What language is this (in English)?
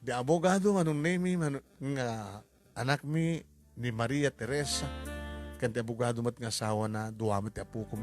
Iloko